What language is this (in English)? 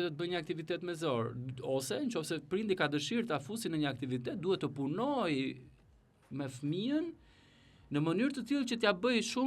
Albanian